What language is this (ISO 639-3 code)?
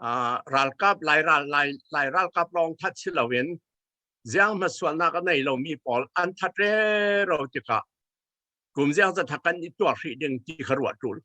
cfm